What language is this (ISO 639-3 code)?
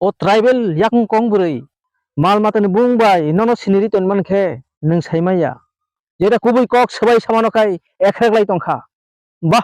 trp